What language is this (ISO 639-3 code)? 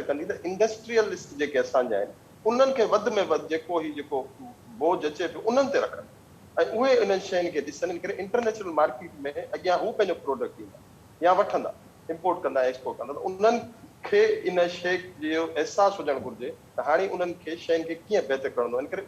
snd